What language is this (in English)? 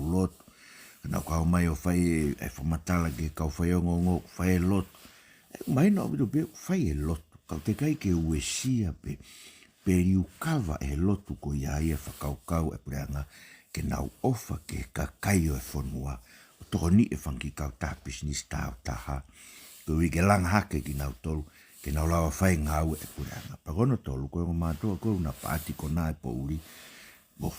Tongan